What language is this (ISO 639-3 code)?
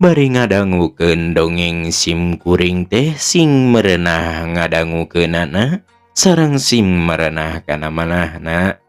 sun